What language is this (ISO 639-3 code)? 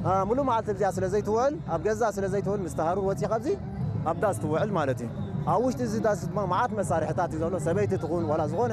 tir